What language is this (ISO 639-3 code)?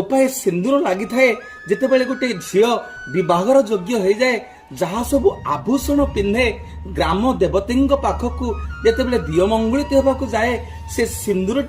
ori